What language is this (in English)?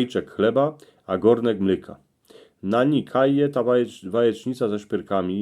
Silesian